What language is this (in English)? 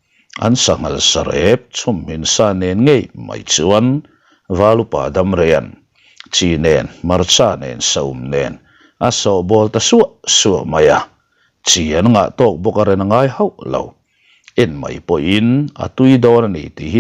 Mizo